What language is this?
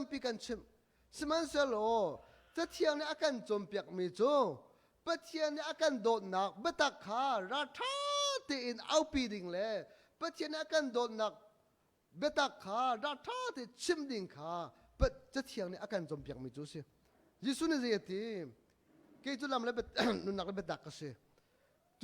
Hakha Chin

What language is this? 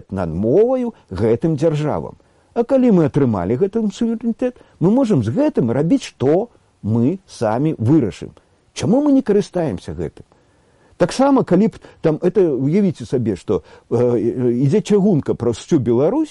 Belarusian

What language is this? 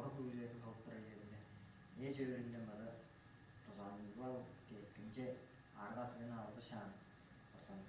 Tuvinian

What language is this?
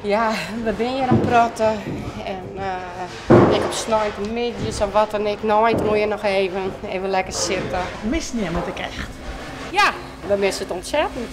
Western Frisian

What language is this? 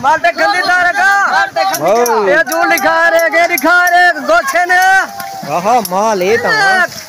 Saraiki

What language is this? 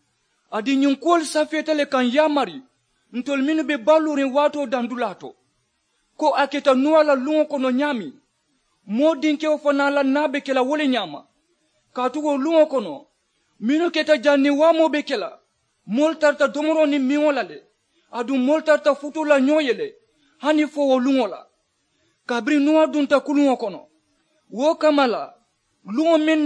Mandingo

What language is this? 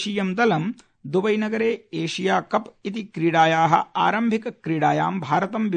Sanskrit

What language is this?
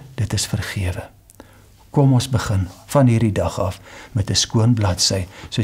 Afrikaans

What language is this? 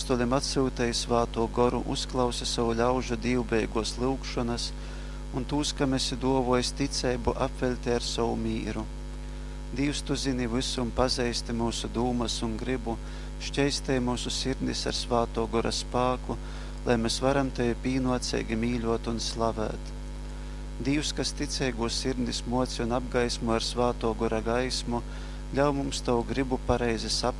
Latgalian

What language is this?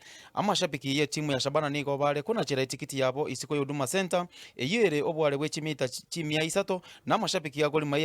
Gusii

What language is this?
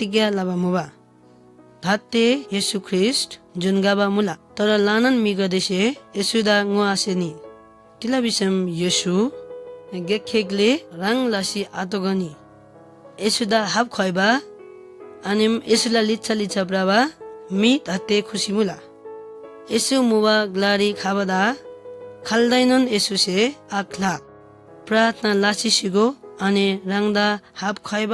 Eastern Tamang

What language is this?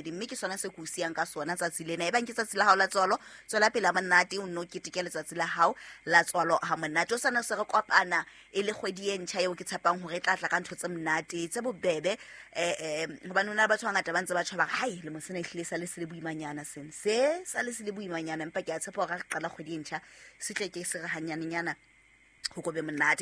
Southern Sotho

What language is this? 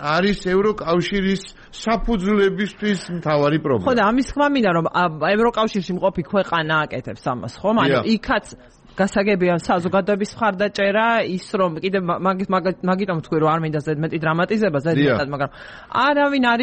Georgian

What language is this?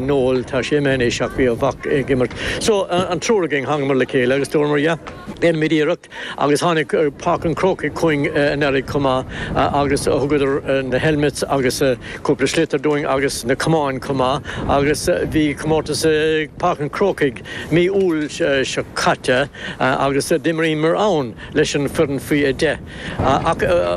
Irish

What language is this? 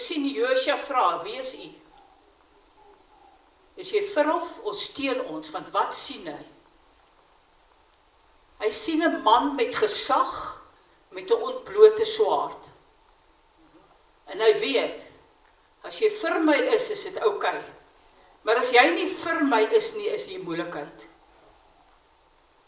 Afrikaans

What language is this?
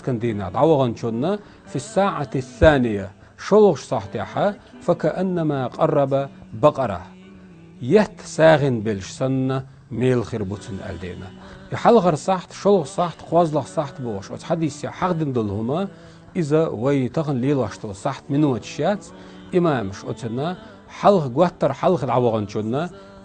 Chechen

